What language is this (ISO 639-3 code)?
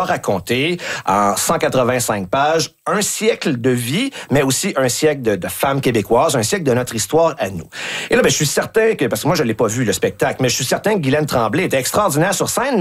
fra